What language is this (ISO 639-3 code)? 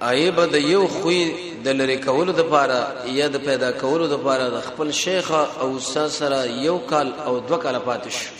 pus